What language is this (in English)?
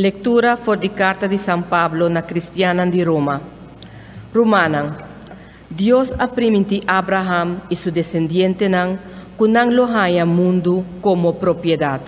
Papiamento